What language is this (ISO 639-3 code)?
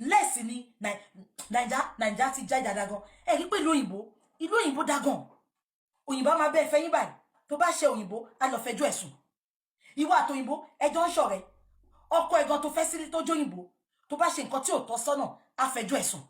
yor